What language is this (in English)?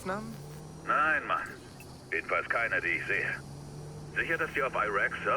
Bavarian